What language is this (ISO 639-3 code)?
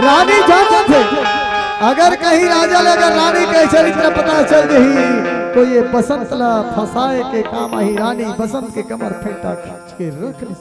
hne